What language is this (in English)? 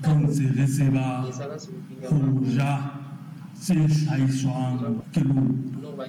Southern Sotho